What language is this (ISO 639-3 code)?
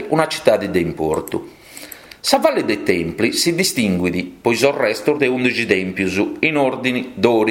srd